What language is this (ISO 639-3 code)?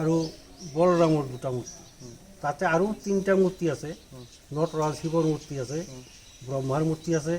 asm